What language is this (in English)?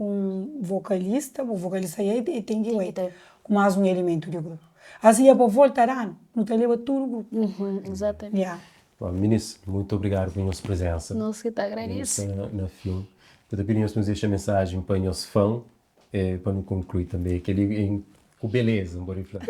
Kabuverdianu